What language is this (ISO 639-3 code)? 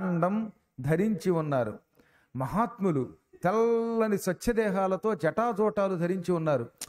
tel